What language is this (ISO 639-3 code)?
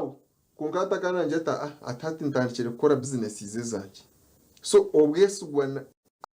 nyn